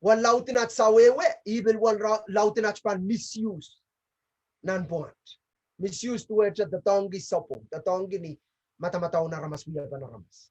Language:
Pohnpeian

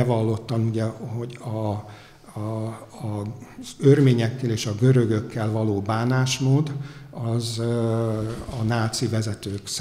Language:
Hungarian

